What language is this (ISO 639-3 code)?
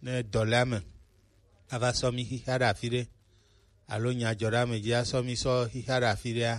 gej